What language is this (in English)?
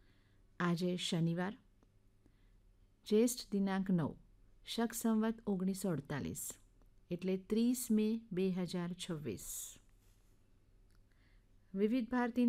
Gujarati